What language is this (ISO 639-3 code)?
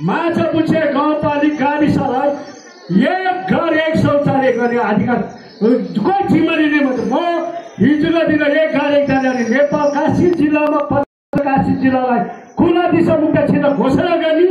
nep